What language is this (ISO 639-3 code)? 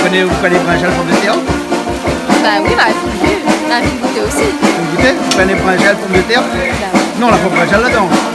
rcf